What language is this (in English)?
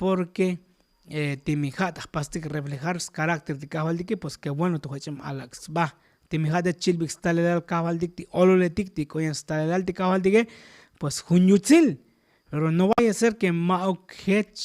Tzotzil